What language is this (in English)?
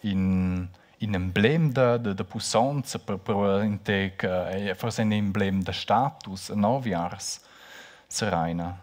Romansh